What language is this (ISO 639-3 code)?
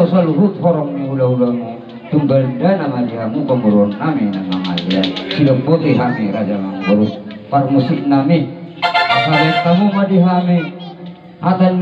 bbc